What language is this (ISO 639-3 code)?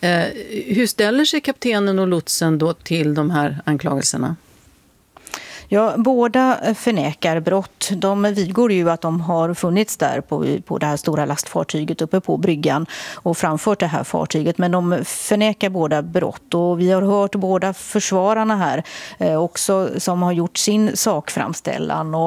swe